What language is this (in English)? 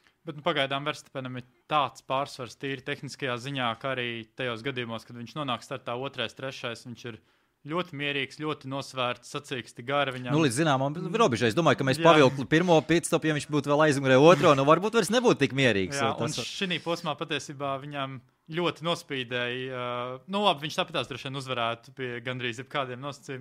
Latvian